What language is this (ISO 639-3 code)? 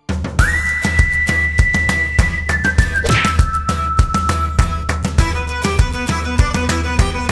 pol